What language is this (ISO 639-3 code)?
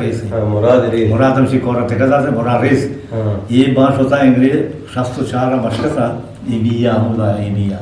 bgp